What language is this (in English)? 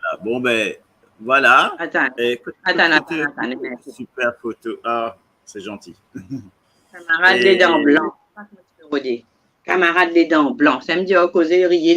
Morisyen